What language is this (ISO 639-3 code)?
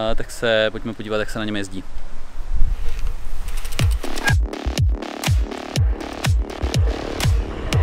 ces